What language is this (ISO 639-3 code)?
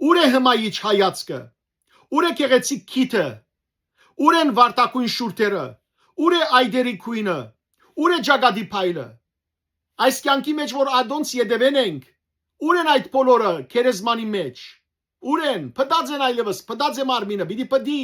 hyw